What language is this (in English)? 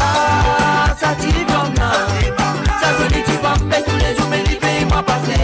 Morisyen